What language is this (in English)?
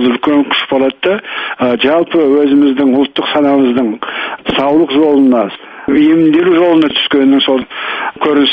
Kazakh